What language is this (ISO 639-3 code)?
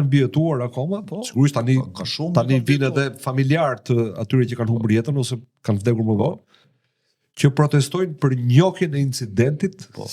sqi